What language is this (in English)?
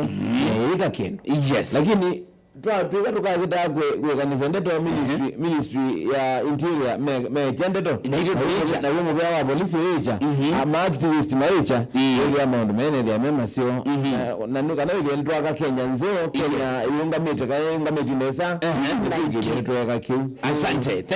Kamba